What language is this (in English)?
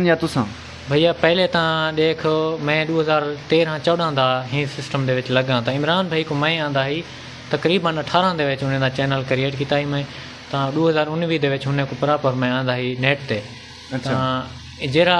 Saraiki